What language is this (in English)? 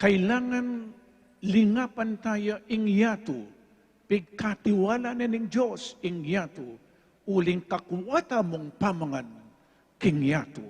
Pampanga